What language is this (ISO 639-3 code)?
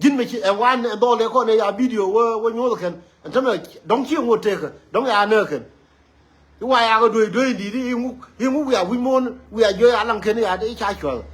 nus